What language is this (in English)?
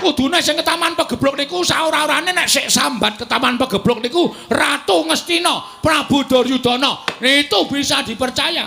Javanese